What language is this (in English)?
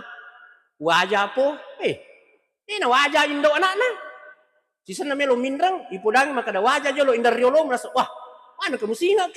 Buginese